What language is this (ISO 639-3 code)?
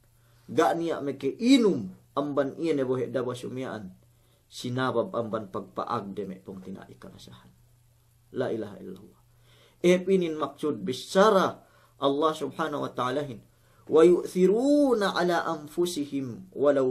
yka